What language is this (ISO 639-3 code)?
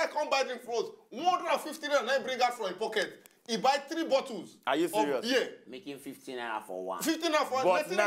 pcm